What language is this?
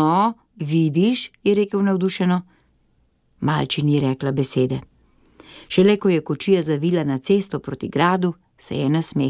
Slovenian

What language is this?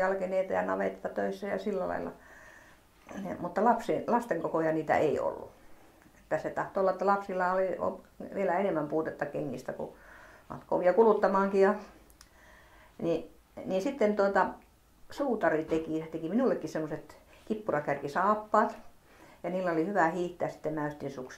Finnish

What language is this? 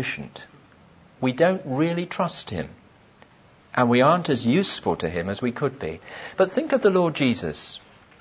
English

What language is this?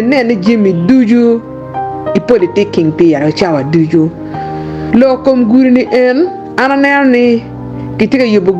Acoli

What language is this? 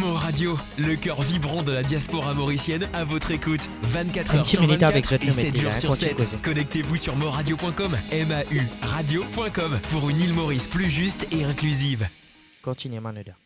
Morisyen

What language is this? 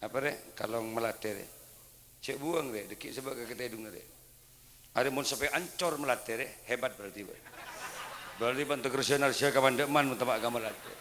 Madurese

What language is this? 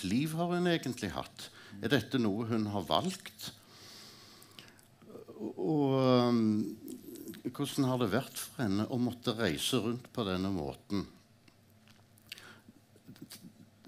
Norwegian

